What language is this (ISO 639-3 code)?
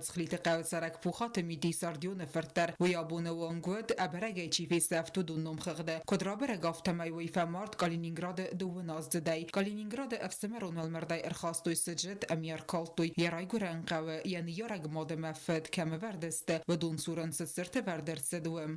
oss